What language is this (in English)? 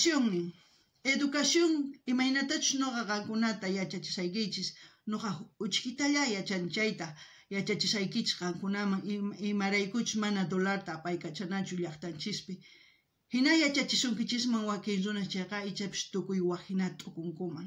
South Bolivian Quechua